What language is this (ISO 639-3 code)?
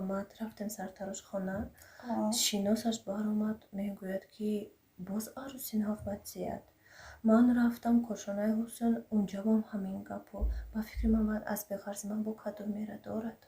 tgk